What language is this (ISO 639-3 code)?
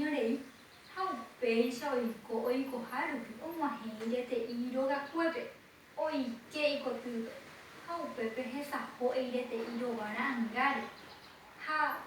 grn